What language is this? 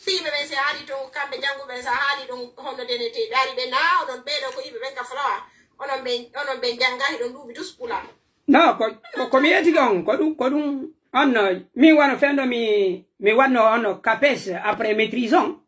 Pular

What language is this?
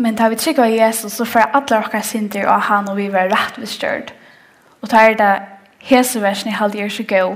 Faroese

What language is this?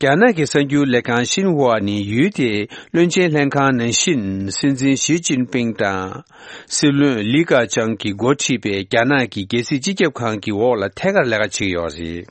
Tibetan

